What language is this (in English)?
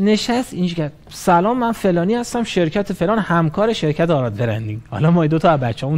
Persian